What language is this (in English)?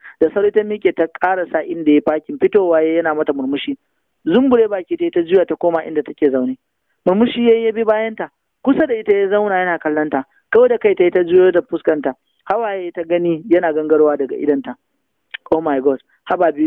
Hausa